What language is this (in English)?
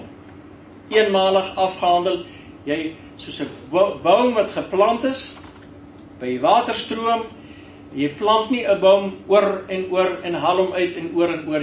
Afrikaans